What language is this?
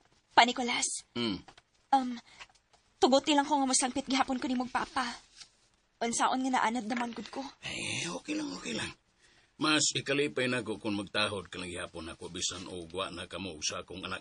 Cebuano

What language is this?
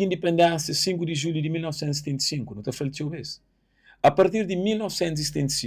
Kabuverdianu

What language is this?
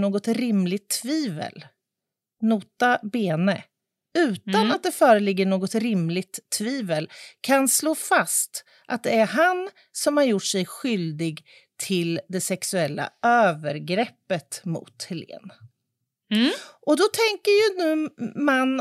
Swedish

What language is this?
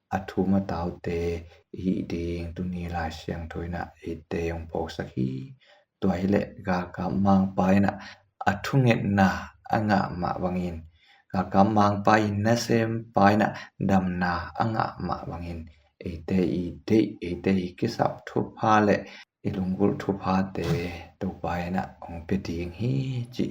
Tedim Chin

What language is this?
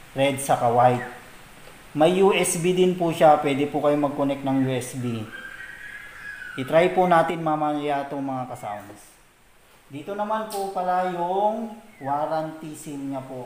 Filipino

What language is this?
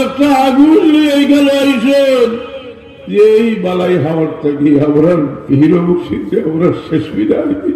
Sylheti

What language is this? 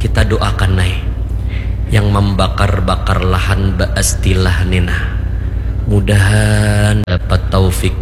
Banjar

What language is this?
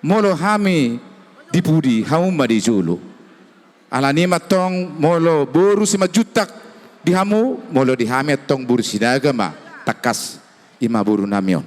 Batak Toba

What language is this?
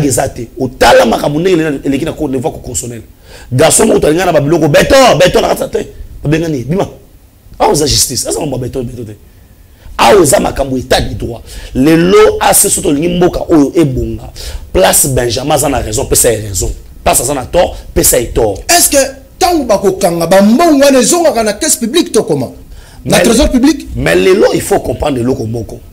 Lingala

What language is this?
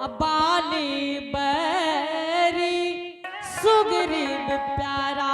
Angika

